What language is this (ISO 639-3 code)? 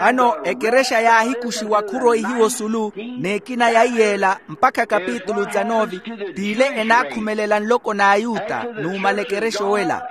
vmw